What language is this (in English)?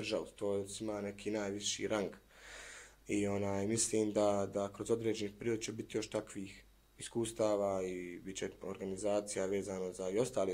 Bosnian